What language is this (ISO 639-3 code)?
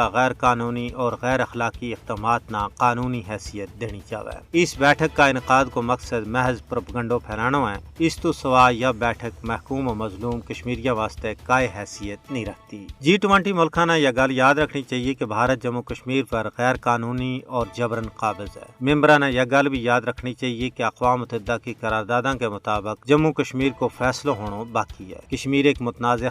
gju